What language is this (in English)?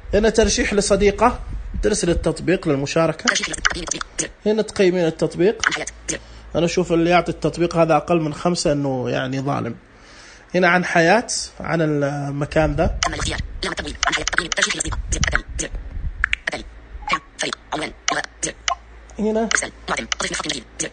Najdi Arabic